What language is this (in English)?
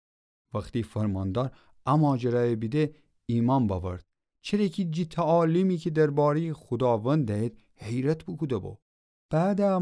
Gilaki